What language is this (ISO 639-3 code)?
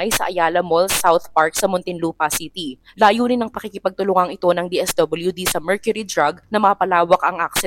fil